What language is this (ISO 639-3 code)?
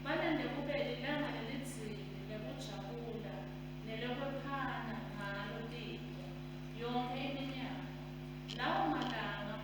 ssw